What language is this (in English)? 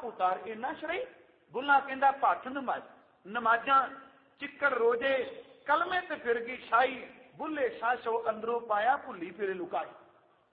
Punjabi